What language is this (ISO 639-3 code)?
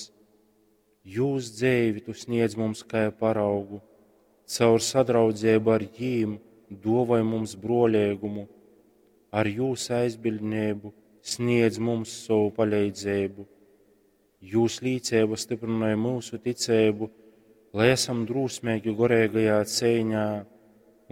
ltg